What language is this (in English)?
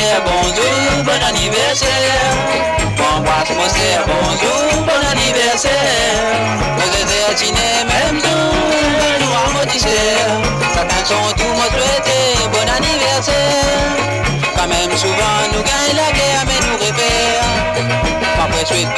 Morisyen